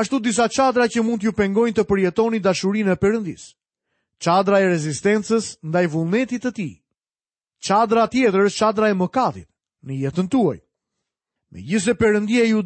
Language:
Albanian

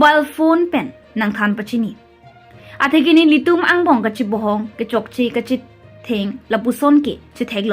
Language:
Karbi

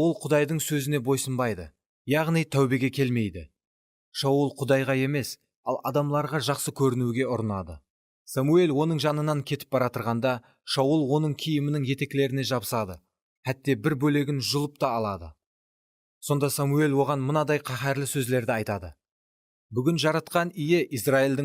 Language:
Kara-Kalpak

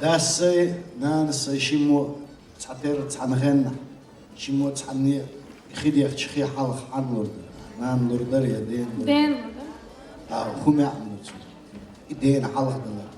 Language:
Chechen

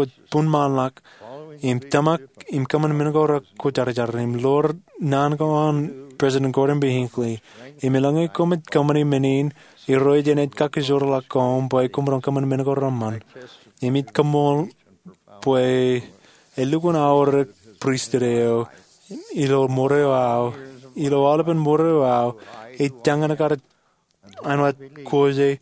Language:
Marshallese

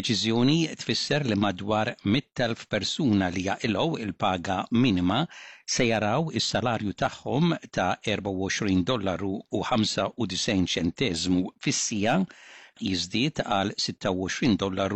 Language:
Maltese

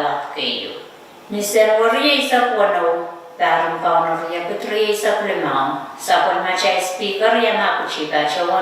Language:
Pohnpeian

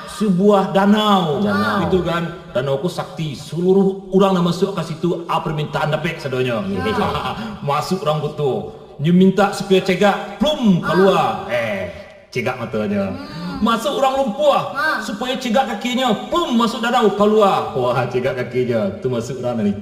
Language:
Minangkabau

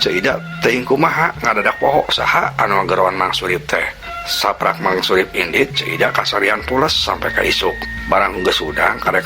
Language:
Sundanese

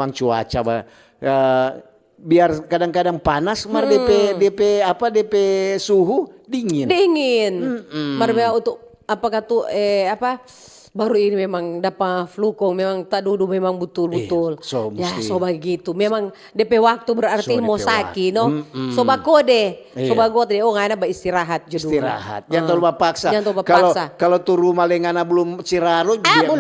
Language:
Manado Malay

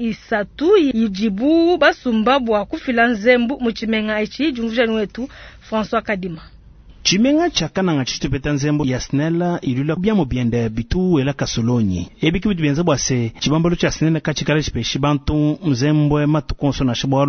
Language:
Luba-Lulua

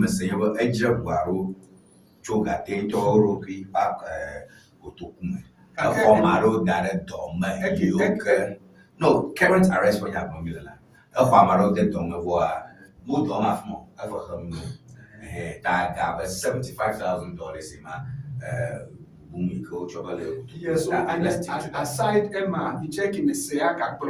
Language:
Ewe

